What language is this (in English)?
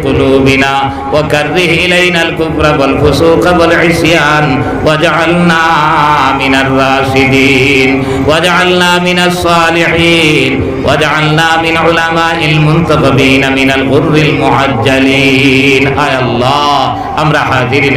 Sylheti